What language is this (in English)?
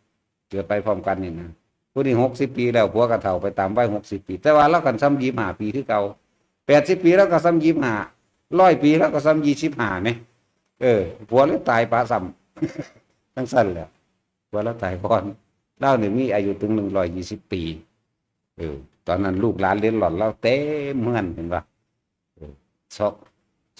Northeastern Thai